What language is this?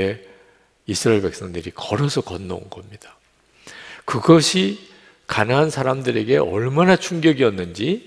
Korean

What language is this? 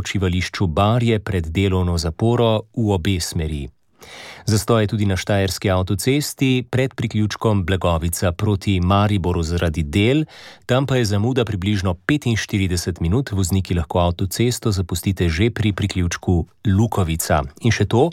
Slovenian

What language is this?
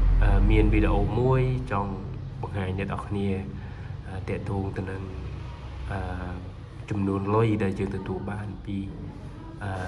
Khmer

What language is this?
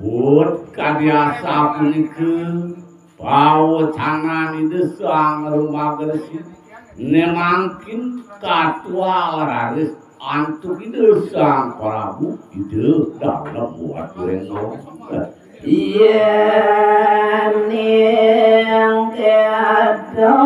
Balinese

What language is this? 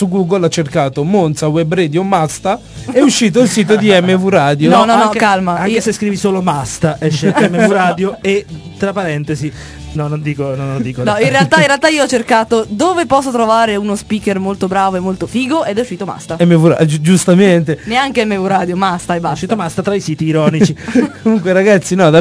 Italian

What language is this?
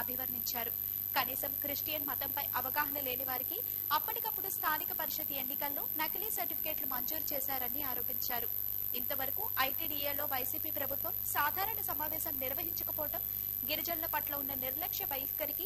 Telugu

